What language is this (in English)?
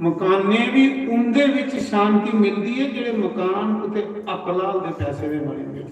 Dogri